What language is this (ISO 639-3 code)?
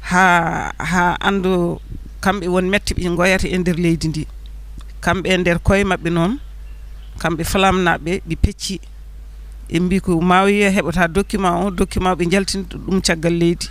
ful